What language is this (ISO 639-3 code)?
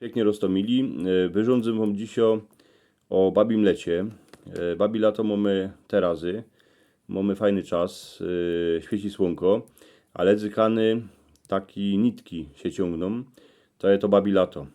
szl